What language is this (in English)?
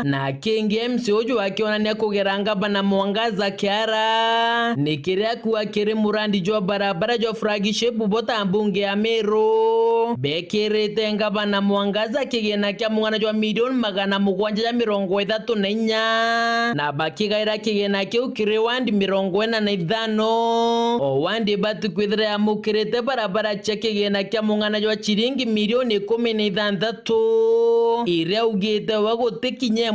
Meru